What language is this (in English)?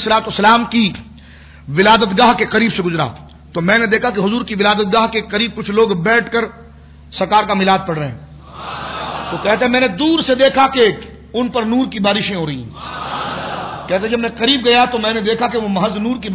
Urdu